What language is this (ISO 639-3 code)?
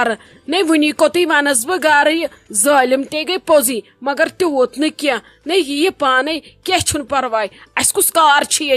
kas